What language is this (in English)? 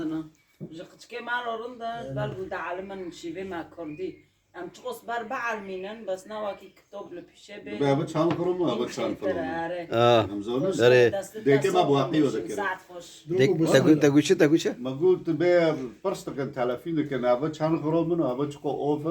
Kurdish